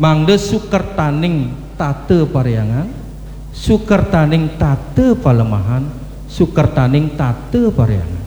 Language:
Balinese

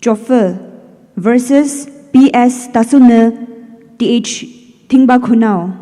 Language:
Poumei Naga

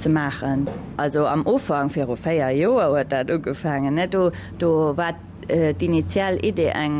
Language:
Luxembourgish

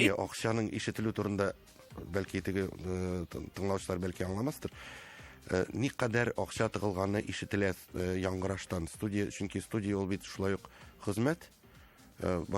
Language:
Tatar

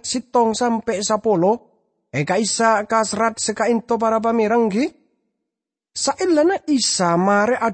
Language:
Madurese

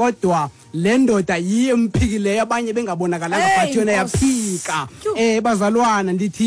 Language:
Xhosa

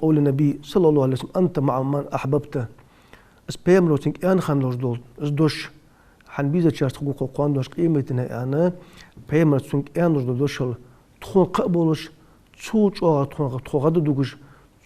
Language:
Ingush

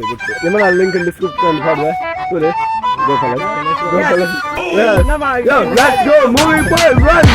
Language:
Tulu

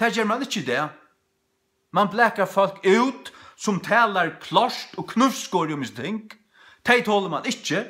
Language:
Faroese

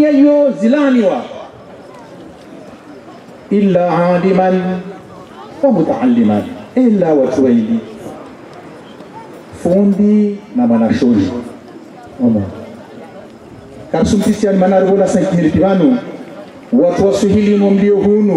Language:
Swahili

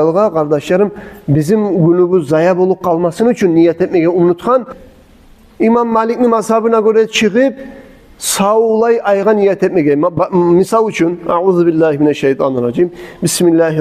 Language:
Kumyk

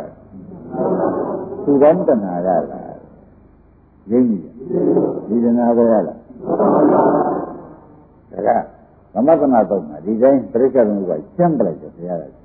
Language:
Burmese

